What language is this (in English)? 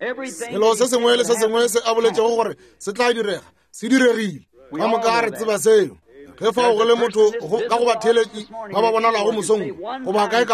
Northern Sotho